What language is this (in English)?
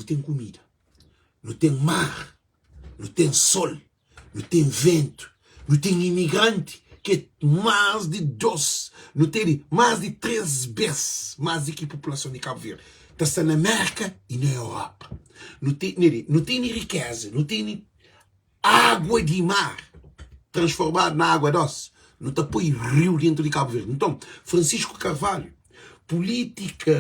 Kabuverdianu